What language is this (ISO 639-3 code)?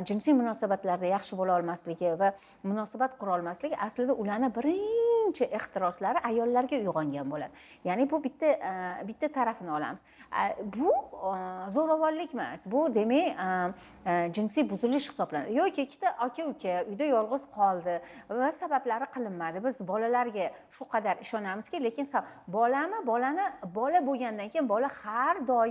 uzb